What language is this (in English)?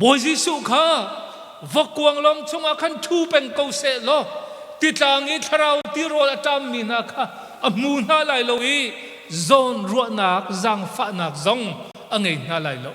Hakha Chin